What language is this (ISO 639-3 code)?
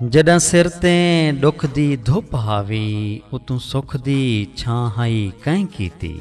skr